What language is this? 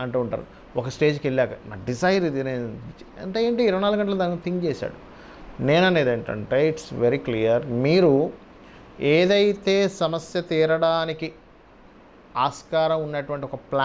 Telugu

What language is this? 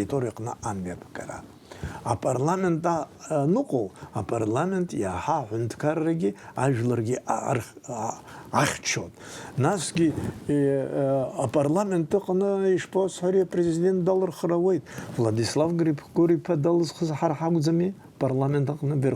Abkhazian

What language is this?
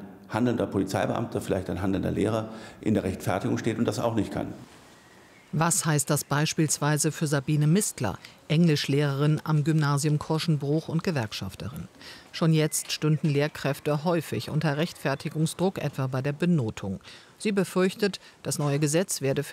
German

